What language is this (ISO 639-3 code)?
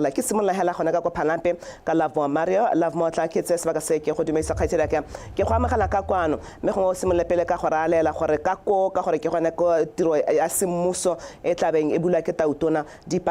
tsn